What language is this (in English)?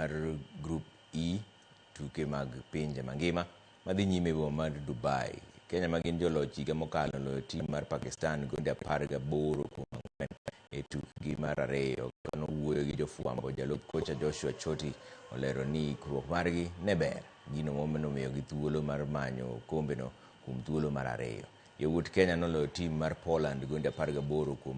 Luo (Kenya and Tanzania)